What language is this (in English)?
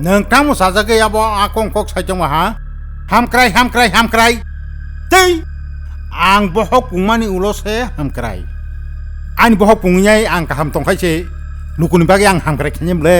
Kok Borok